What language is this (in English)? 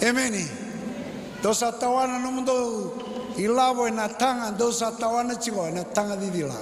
Fijian